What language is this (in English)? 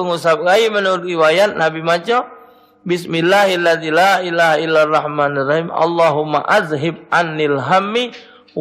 Musi